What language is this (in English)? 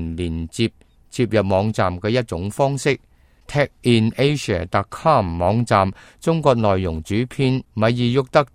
Cantonese